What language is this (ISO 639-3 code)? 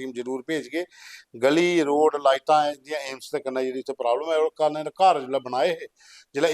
doi